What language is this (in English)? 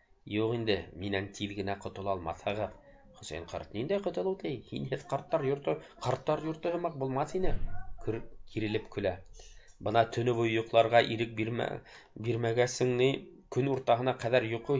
Bashkir